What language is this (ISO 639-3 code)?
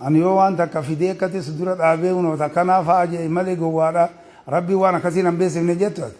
orm